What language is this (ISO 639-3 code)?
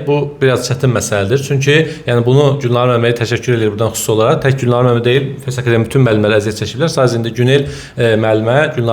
aze